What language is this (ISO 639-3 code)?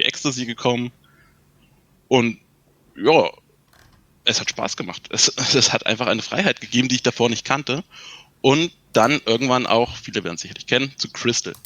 deu